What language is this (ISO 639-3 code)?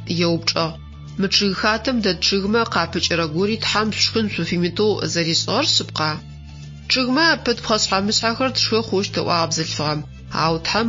ady